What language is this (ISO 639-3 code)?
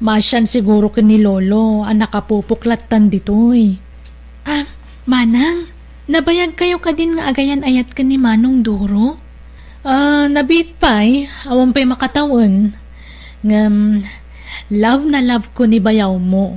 ilo